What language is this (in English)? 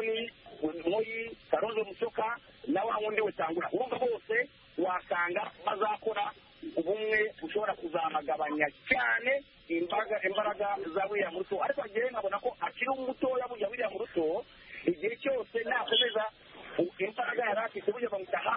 Kinyarwanda